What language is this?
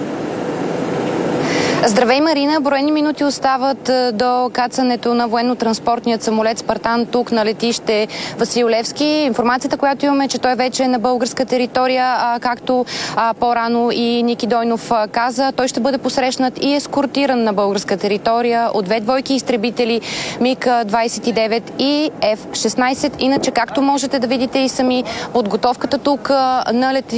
Bulgarian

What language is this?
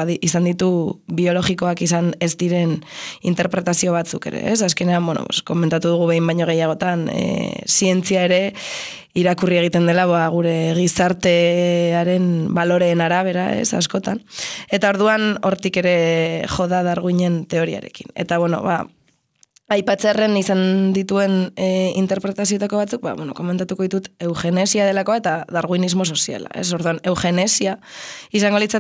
Basque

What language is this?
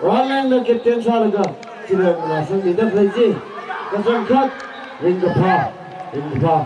Tangkhul Naga (India)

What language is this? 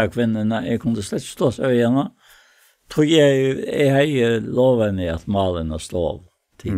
Faroese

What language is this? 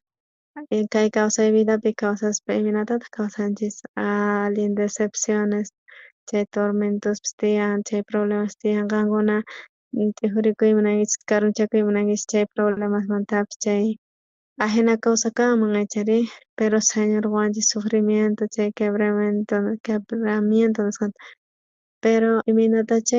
South Bolivian Quechua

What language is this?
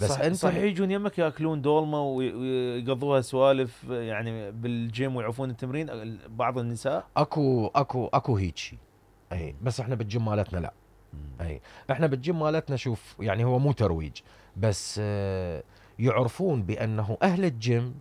Mesopotamian Arabic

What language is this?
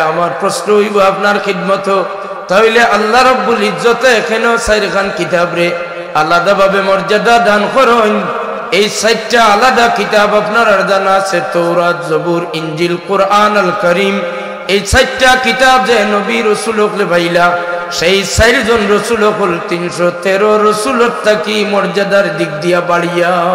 Sylheti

